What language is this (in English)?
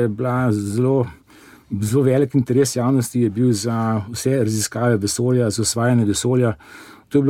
Slovenian